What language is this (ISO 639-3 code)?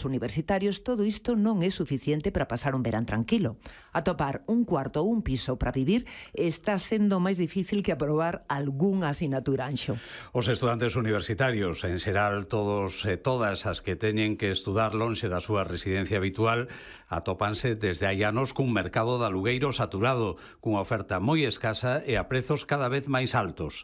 glg